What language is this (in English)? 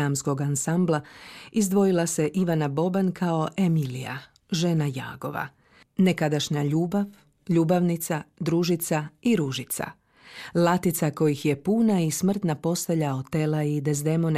Croatian